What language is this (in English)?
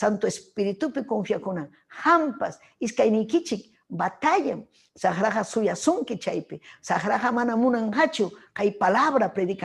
Ayacucho Quechua